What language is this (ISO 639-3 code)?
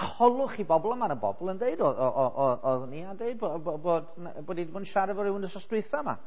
cym